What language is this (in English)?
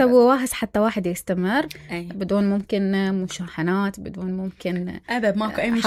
Mesopotamian Arabic